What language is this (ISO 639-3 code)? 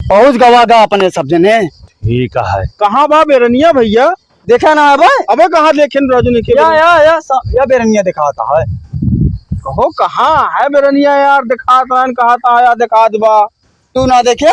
awa